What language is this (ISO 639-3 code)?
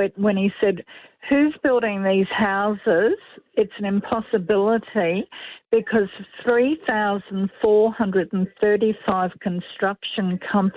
eng